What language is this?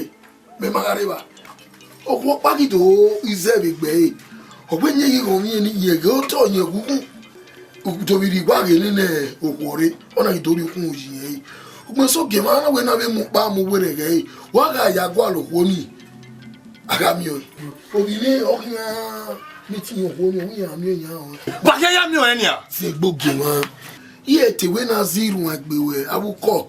Bini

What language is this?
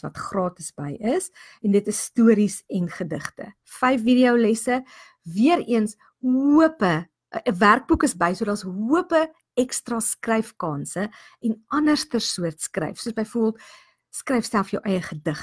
Afrikaans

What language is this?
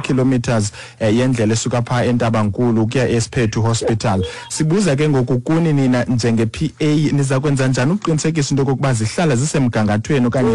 Xhosa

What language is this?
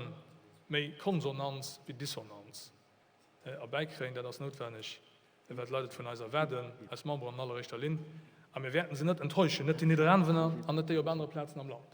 Luxembourgish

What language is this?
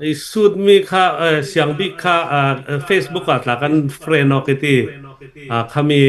Hakha Chin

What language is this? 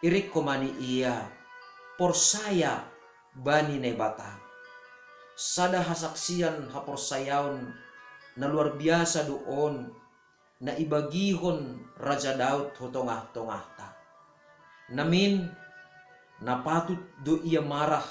Batak Simalungun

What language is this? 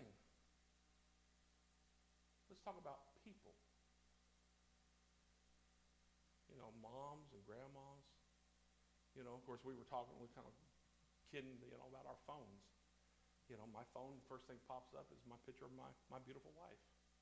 English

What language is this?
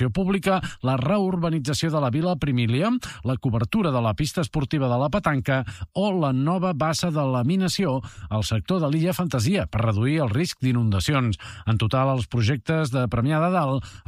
Catalan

